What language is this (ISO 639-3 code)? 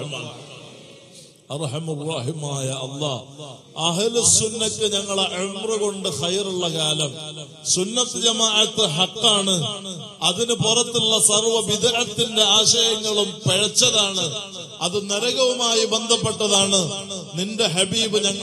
mal